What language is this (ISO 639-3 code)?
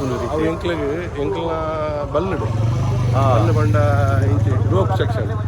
tcy